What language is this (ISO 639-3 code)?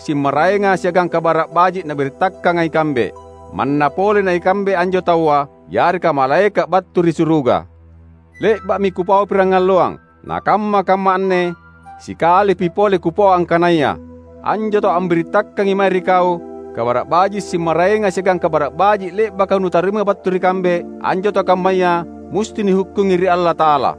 mak